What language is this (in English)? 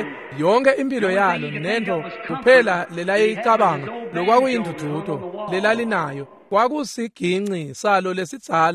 Swati